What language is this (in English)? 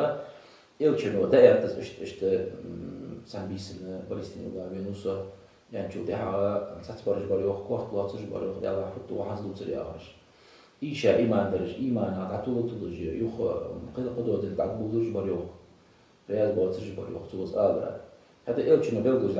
Ingush